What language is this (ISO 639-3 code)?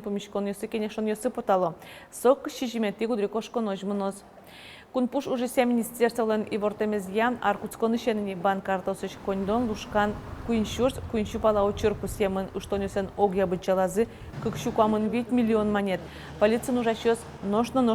udm